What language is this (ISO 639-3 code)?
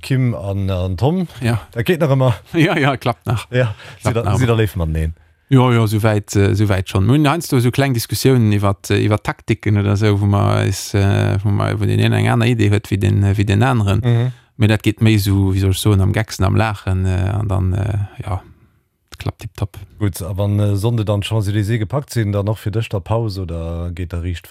ltz